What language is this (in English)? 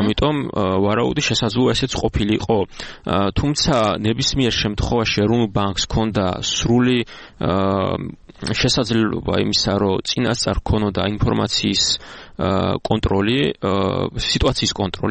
Georgian